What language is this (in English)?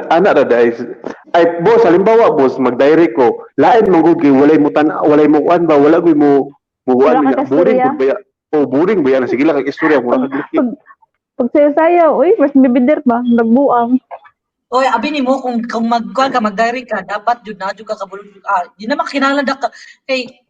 Cebuano